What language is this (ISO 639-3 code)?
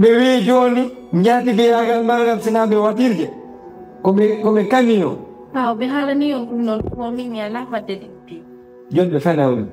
ful